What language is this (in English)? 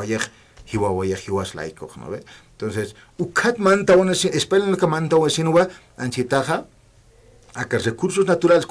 Aymara